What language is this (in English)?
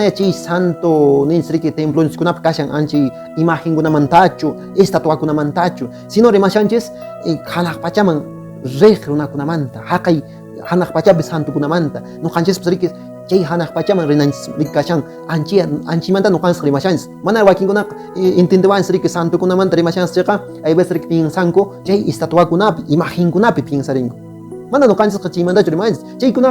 Quechua